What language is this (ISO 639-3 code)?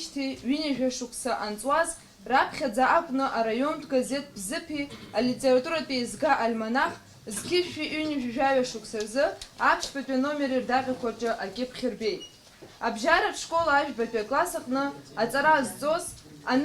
abk